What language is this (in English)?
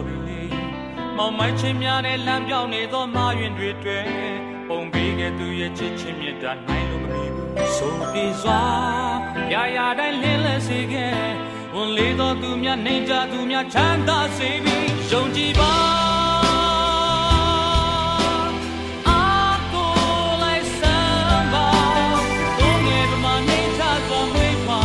Burmese